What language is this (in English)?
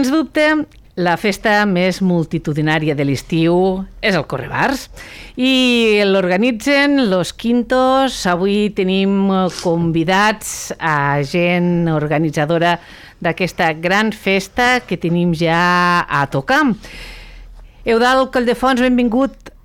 Catalan